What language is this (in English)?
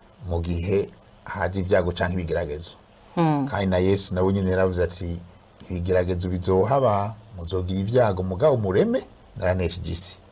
Rundi